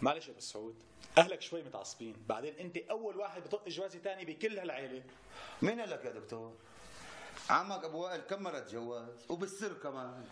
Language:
North Levantine Arabic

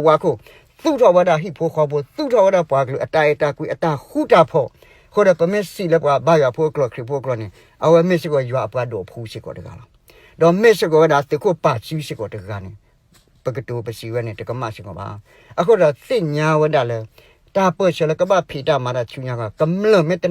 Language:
S'gaw Karen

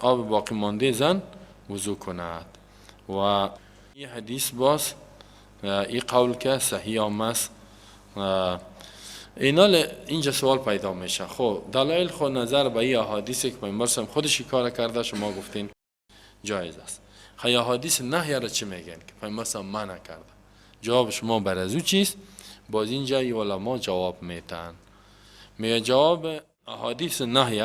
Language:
Tajik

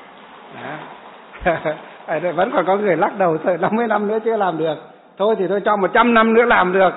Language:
Vietnamese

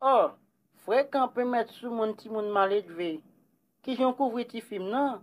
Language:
Haitian Creole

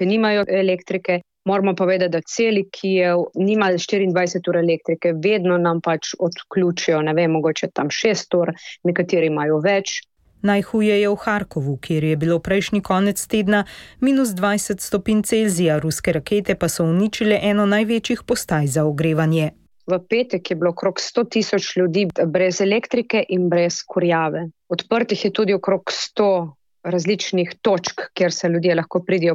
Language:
Slovenian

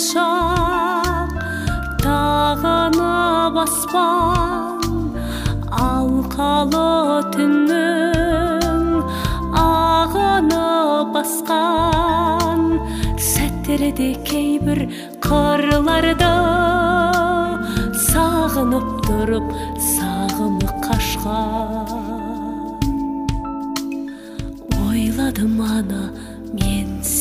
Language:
Kazakh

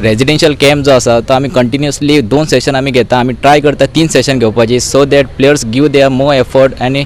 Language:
Konkani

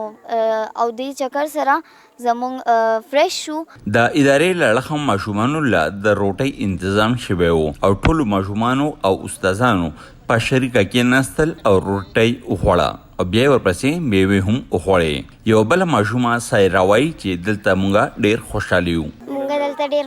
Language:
Pashto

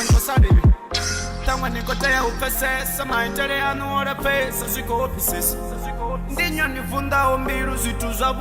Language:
Venda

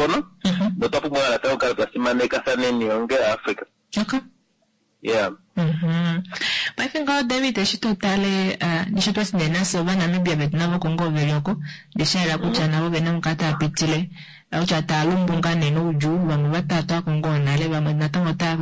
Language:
Kuanyama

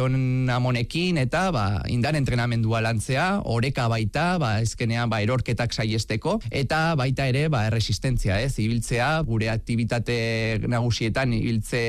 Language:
Basque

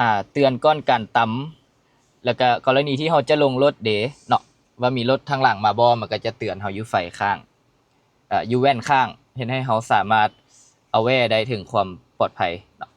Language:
Lao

